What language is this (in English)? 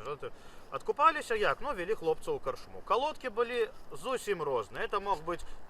Belarusian